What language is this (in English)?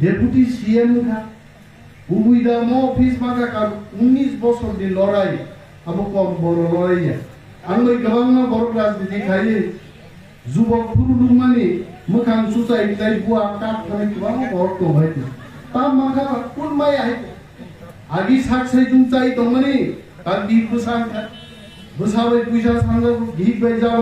Kok Borok